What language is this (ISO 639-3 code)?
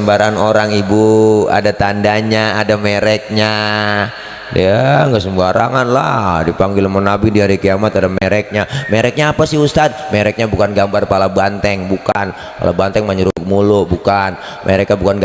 bew